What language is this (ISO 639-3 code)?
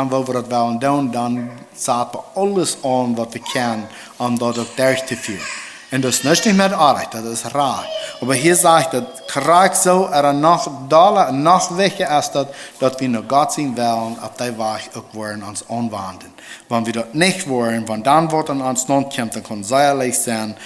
pdt